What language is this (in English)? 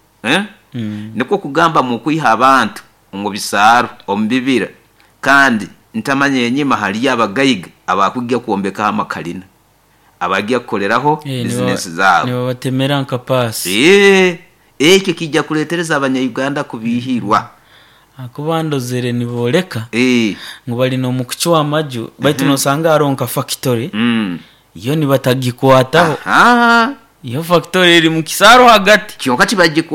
Nyoro